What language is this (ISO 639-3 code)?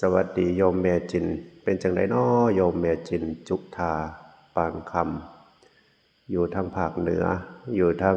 tts